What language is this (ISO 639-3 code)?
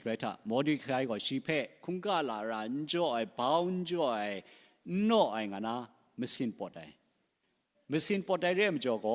kac